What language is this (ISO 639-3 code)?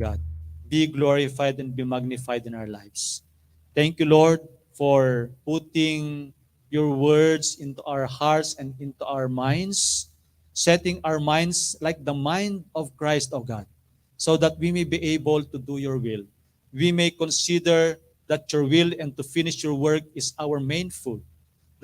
ilo